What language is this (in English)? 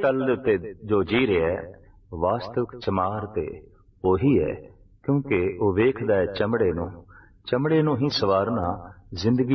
Punjabi